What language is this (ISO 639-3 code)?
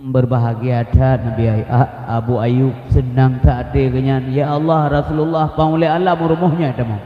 ace